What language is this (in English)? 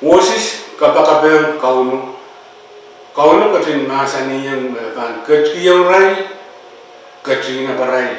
Pohnpeian